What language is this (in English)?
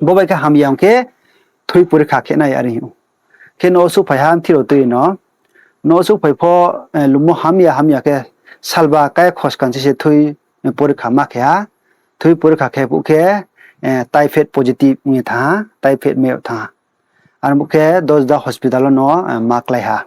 Riang (India)